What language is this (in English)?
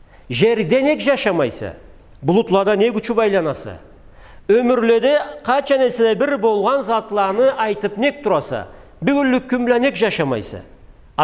Karachay-Balkar